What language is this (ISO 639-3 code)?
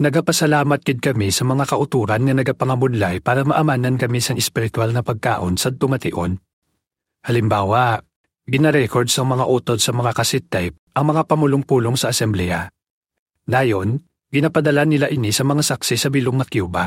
hil